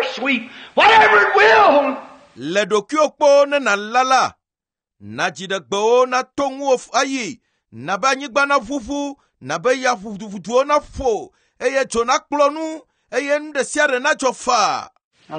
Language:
Ewe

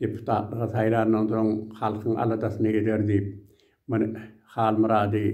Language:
Turkmen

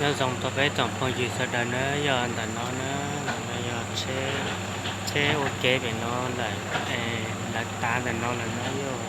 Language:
Hmong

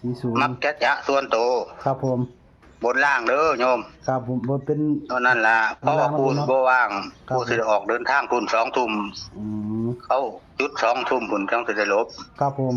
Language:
Northeastern Thai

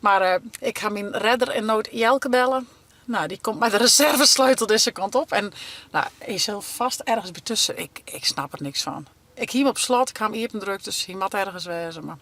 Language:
Western Frisian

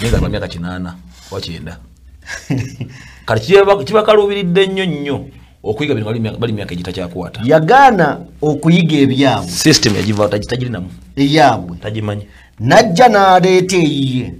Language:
Ganda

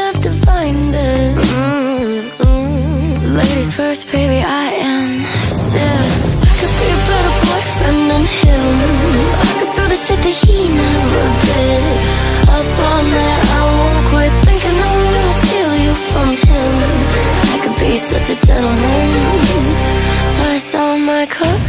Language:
English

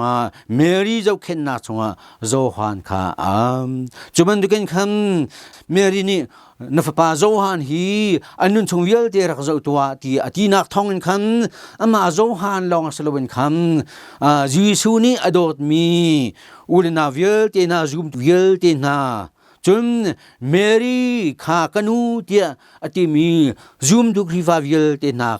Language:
Hakha Chin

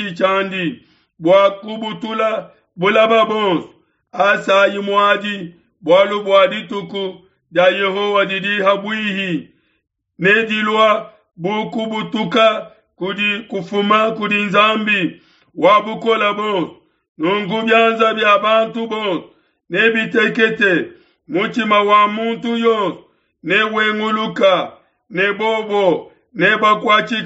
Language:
Luba-Lulua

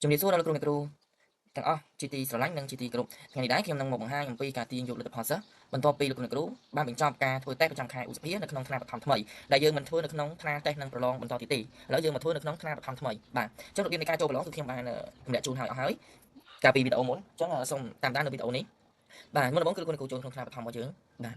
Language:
Khmer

